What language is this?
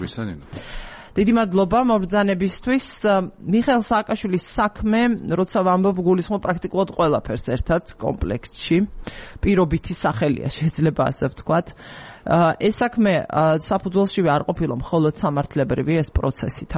Georgian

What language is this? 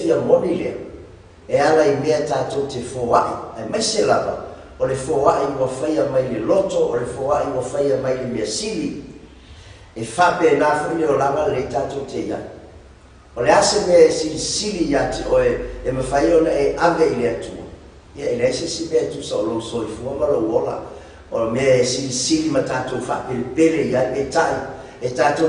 Samoan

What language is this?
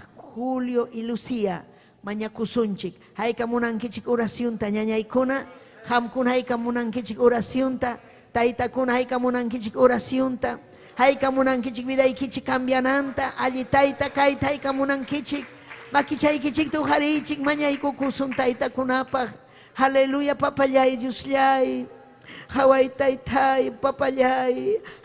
Ayacucho Quechua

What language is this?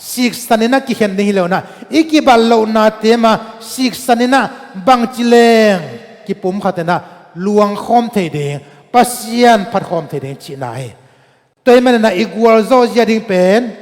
Tedim Chin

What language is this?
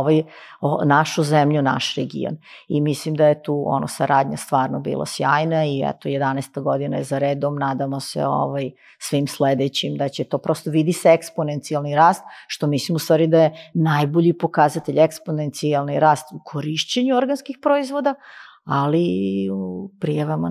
Serbian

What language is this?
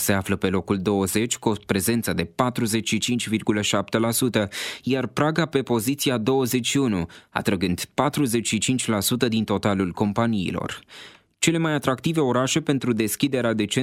Romanian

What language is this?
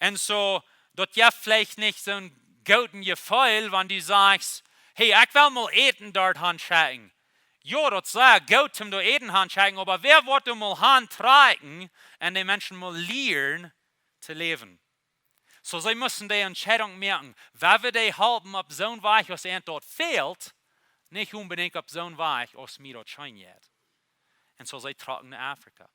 Plautdietsch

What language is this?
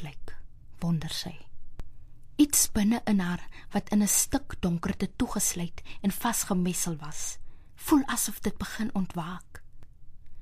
Afrikaans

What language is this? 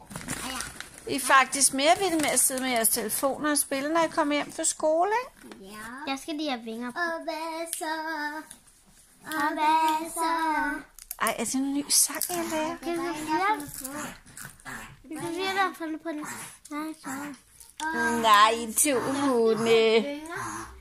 Danish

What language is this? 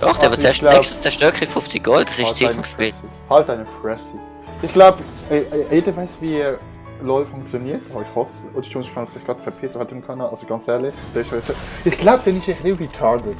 Swiss German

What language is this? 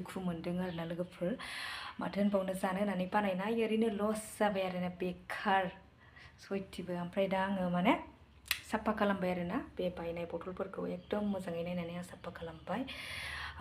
Bodo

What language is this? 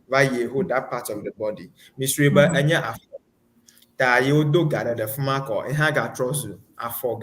Ewe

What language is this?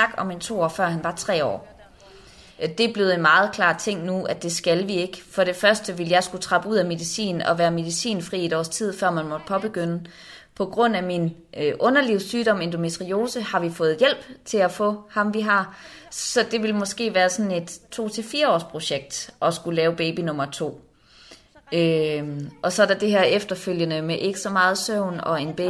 Danish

